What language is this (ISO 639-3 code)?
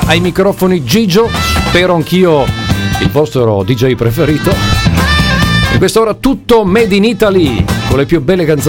ita